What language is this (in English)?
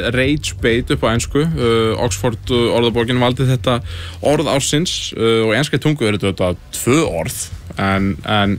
Icelandic